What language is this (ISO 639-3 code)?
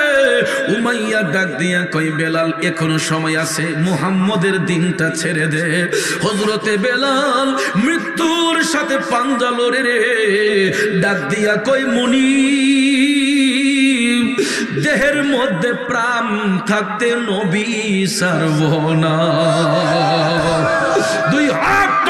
ben